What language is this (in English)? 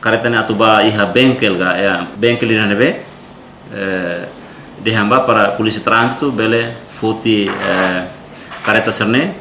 Tetum